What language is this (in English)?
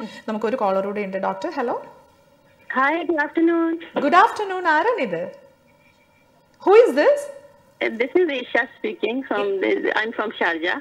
Malayalam